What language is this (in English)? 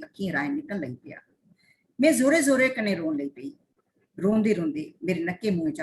Dogri